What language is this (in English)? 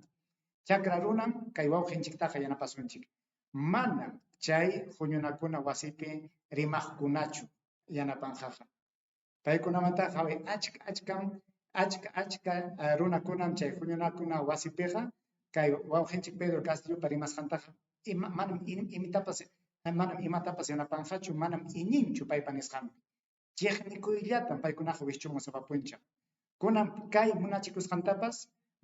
Ayacucho Quechua